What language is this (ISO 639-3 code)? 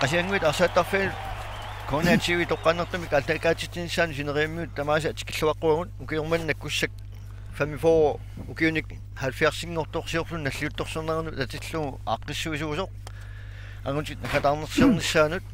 kal